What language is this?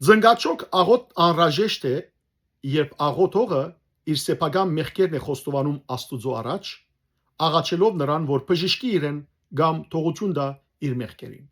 Western Armenian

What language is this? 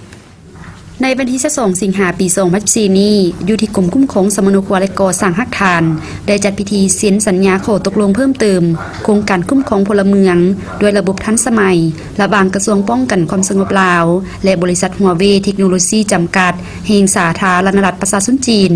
Lao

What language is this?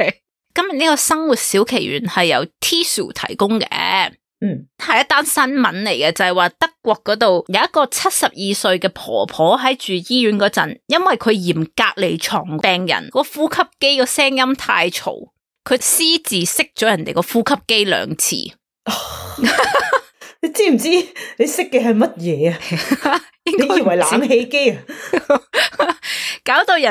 Cantonese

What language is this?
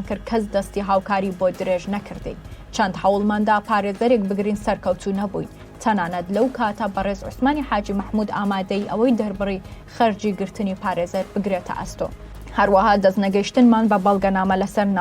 Central Kurdish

